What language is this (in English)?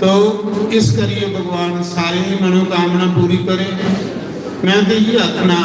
Dogri